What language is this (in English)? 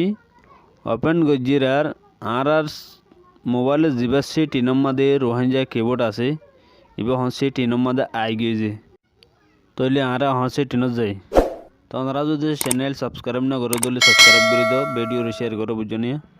Rohingya